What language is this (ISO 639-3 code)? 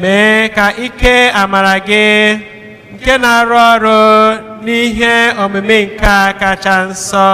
ibo